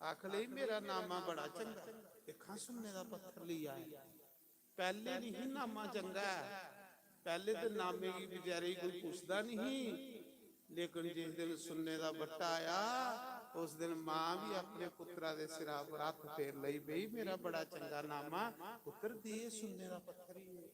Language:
Dogri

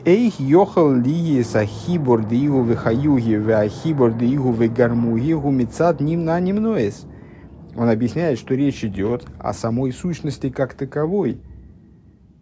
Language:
Russian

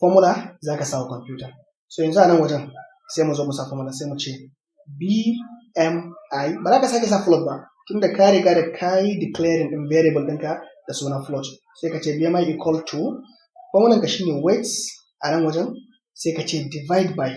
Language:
Hausa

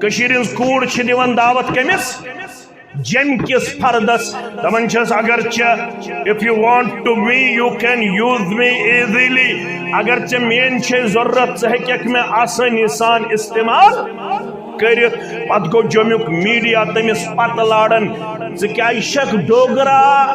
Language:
Kashmiri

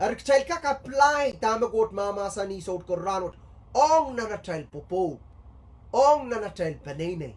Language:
Pohnpeian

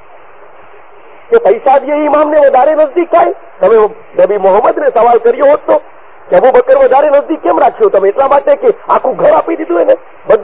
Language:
Gujarati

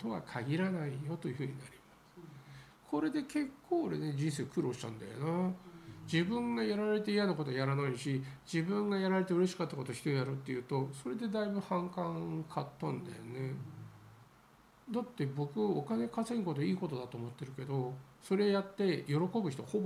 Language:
Japanese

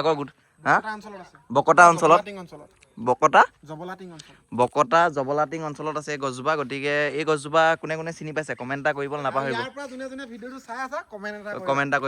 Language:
Assamese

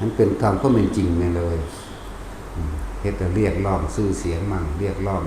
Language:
Northeastern Thai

